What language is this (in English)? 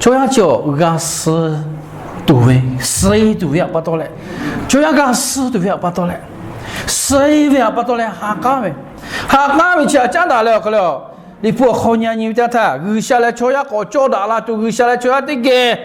Lahu